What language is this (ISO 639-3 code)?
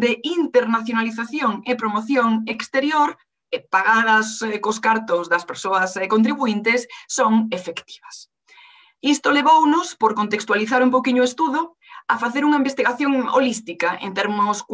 glg